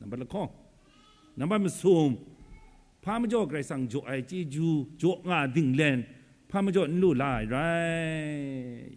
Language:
Kachin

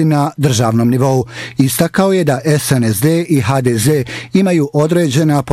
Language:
Bosnian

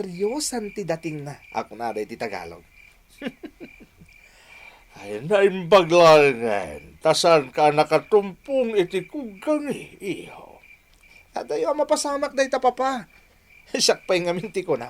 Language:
Iloko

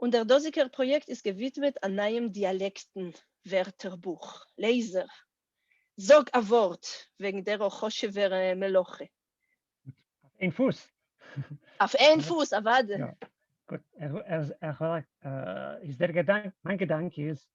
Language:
Yiddish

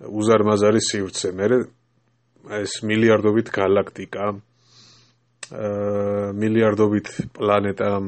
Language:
Georgian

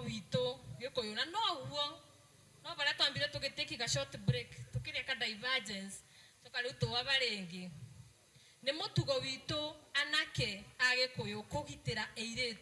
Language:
Kikuyu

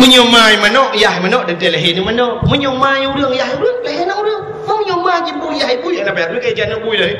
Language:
Achinese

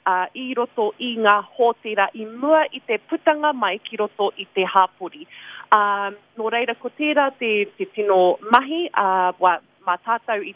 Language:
Māori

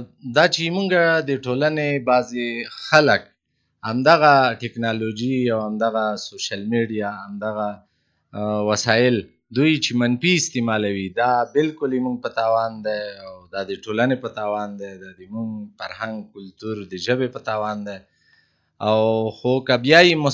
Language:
Pashto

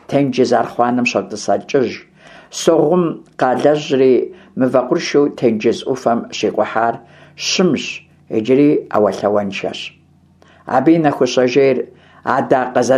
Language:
Kabardian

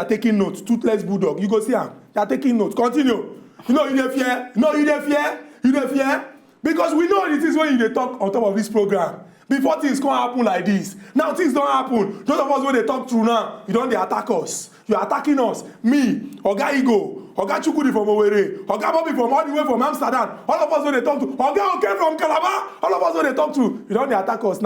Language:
Nigerian Pidgin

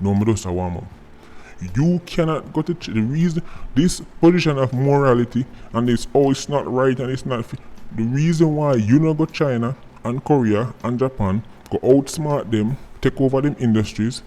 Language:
Jamaican Creole English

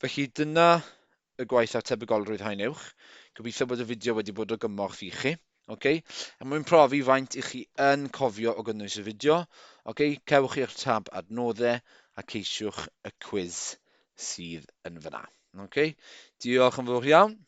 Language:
Welsh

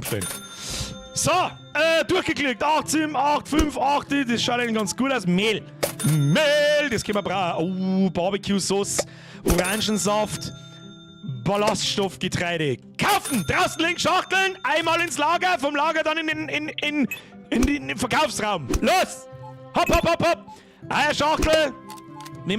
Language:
Bavarian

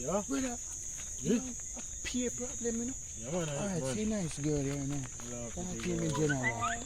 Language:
Jamaican Creole English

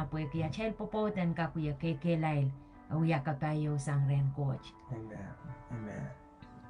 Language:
Pohnpeian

